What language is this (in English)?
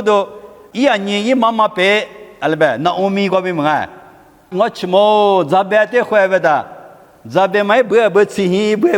Lisu